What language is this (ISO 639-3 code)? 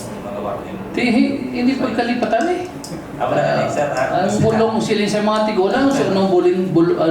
hil